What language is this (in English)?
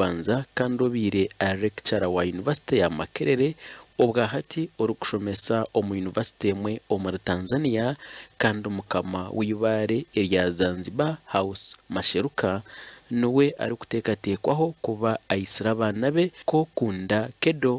Nyankole